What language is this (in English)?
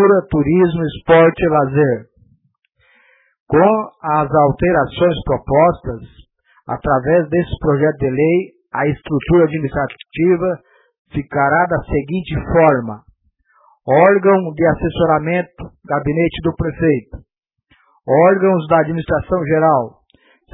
Portuguese